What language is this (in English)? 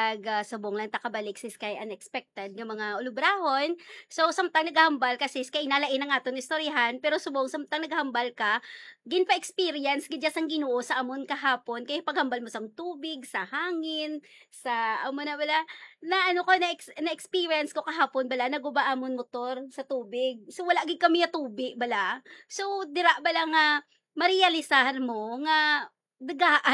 Hiligaynon